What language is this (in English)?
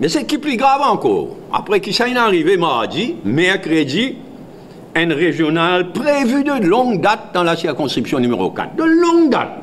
Morisyen